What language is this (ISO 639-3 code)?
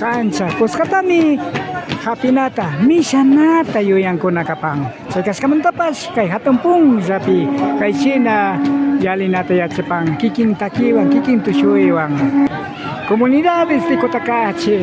qvi